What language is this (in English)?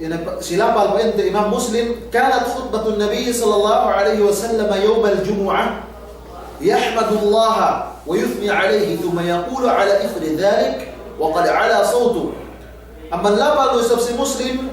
Yakan